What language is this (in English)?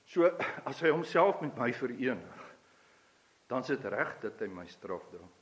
Afrikaans